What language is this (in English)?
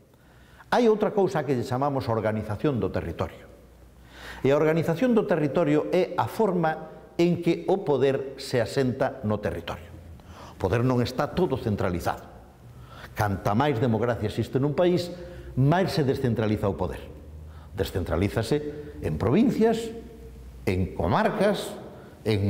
Galician